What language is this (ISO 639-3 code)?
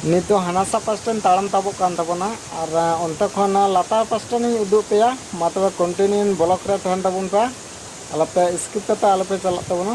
sat